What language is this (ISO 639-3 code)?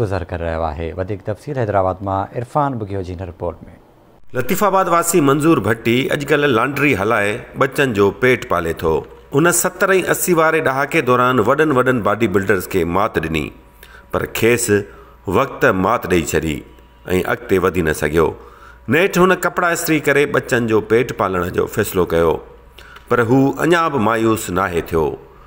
snd